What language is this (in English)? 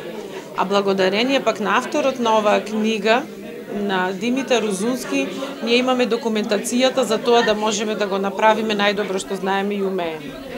Macedonian